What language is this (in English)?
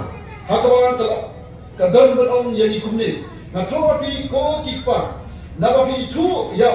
Khasi